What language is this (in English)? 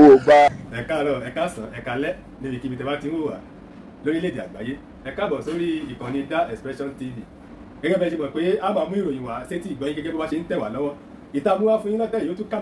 Yoruba